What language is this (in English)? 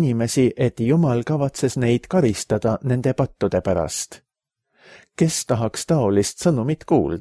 Estonian